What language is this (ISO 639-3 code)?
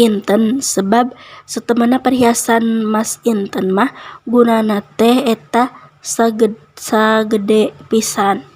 sun